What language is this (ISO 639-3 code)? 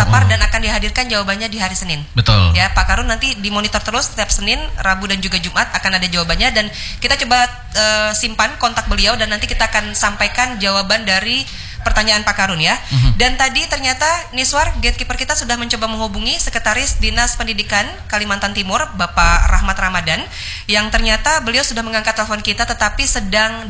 ind